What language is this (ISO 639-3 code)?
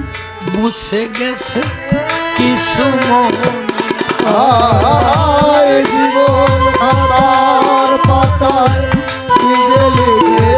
ben